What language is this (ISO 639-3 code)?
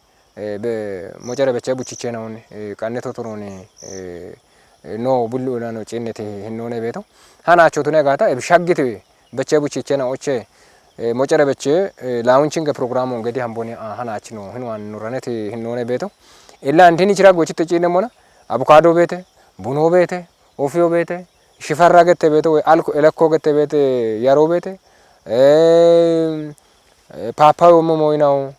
kbr